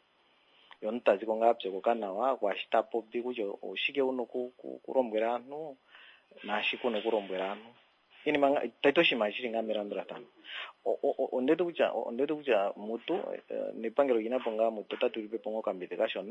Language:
Kuanyama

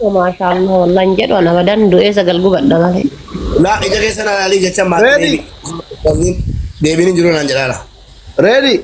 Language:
Oromo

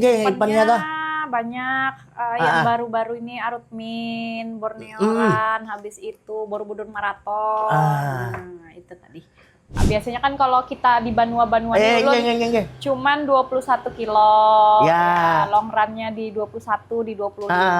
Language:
Banjar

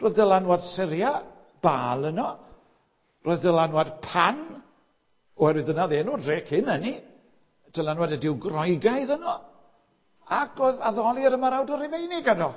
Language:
Welsh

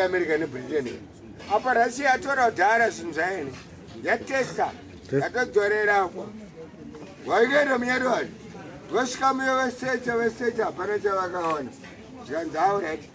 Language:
Shona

